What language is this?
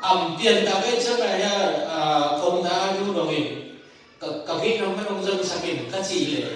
Tedim Chin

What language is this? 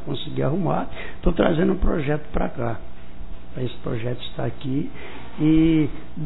Portuguese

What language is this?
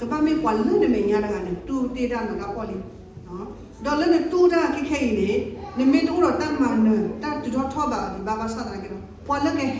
S'gaw Karen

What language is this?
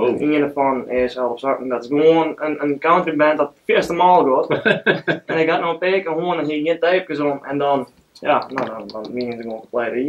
Western Frisian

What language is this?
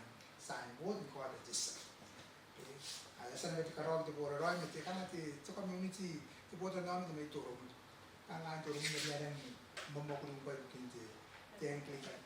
Gilbertese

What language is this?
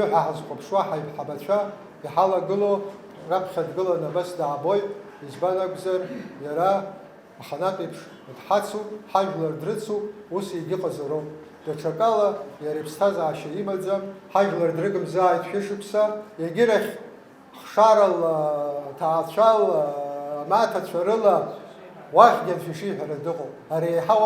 Abkhazian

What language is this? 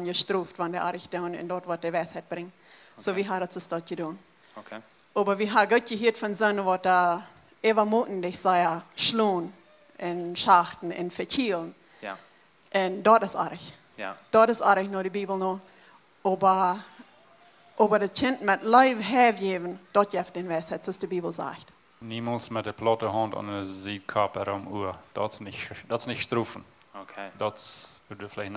Plautdietsch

